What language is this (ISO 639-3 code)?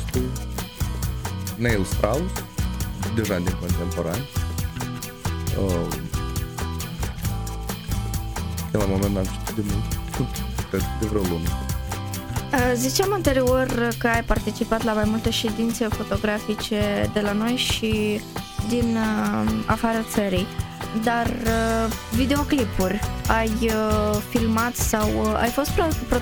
ron